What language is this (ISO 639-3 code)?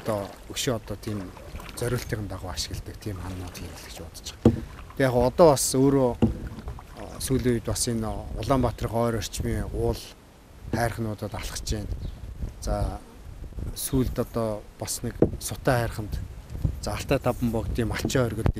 mon